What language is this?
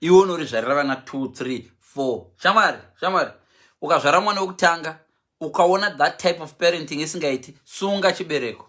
Shona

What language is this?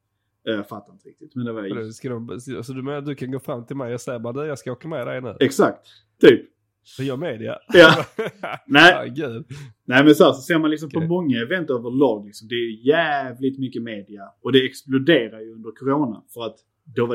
Swedish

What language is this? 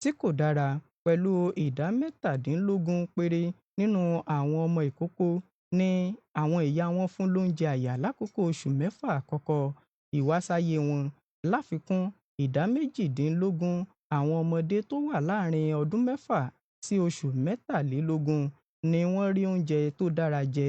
Yoruba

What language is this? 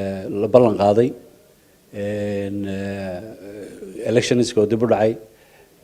Somali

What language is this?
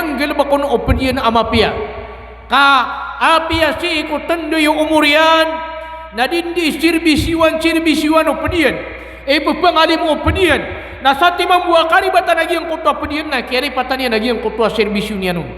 Maranao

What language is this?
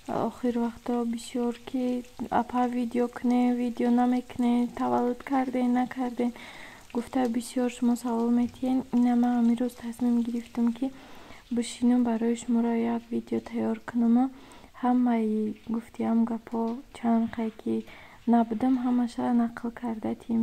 Tajik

